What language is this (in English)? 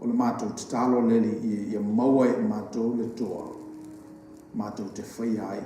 Samoan